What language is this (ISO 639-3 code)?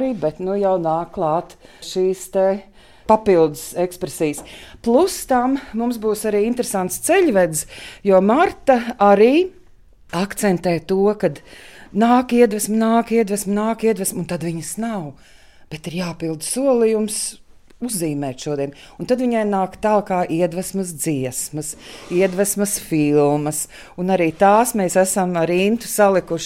lav